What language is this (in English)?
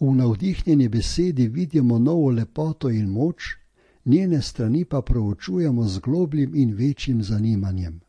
Slovenian